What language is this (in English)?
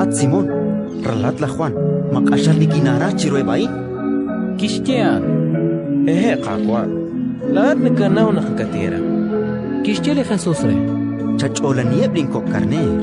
Kekchí